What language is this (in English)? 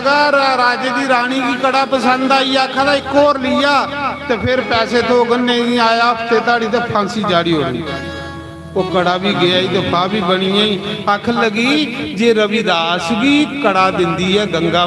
Dogri